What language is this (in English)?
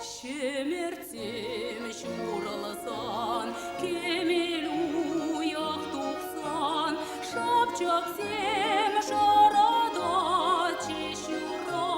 Chuvash